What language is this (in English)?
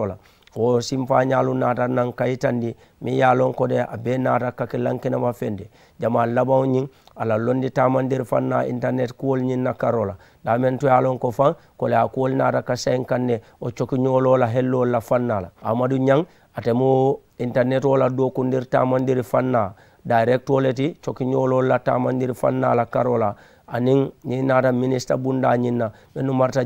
Mandingo